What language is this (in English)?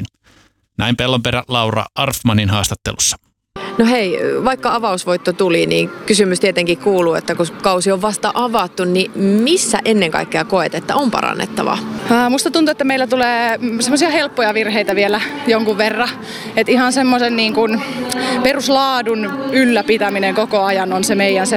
Finnish